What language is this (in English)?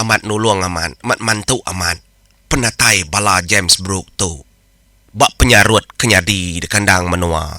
Iban